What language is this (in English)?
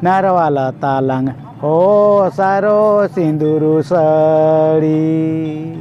Santali